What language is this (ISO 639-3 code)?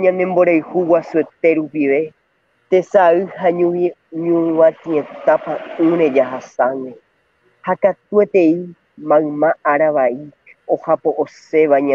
grn